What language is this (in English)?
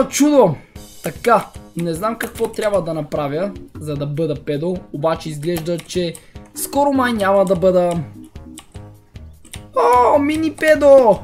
Bulgarian